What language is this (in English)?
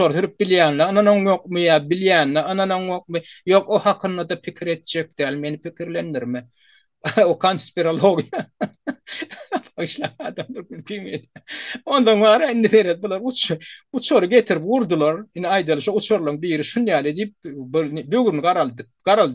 Turkmen